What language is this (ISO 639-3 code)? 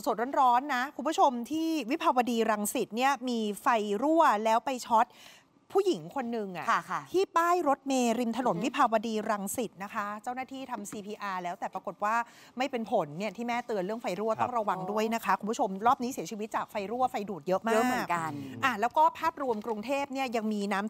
tha